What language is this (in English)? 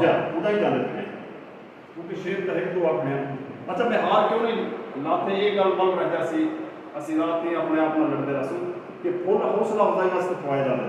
Saraiki